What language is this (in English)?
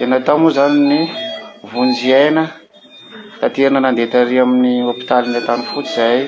Malagasy